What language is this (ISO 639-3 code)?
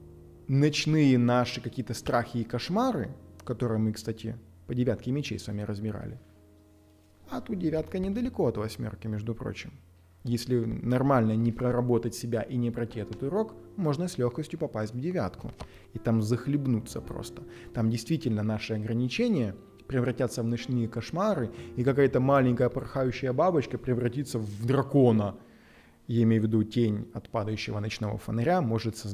rus